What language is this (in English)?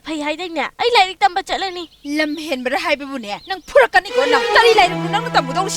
Manipuri